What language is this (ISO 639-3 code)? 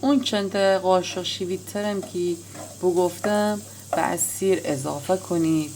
glk